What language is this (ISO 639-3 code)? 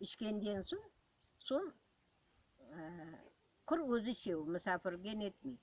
crh